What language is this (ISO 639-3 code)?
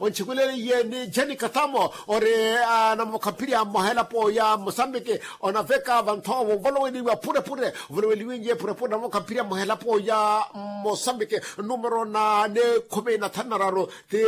vmw